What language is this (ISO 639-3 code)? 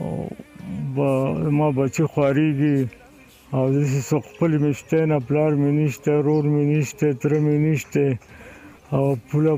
pus